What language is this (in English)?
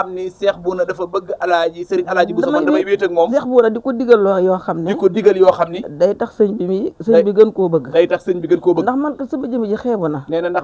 Wolof